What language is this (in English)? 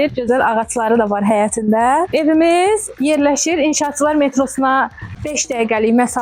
Azerbaijani